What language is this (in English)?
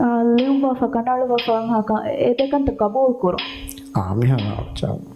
Divehi